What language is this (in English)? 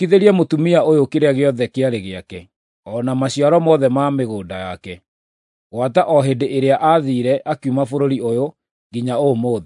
Kikuyu